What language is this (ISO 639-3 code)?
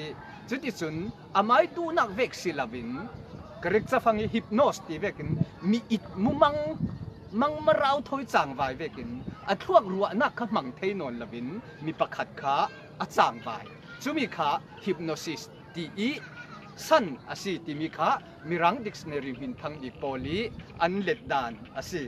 cfm